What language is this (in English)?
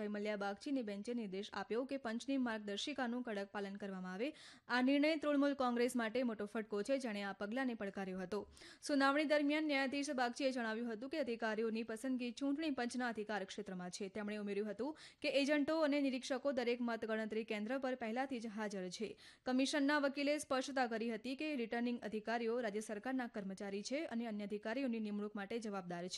Gujarati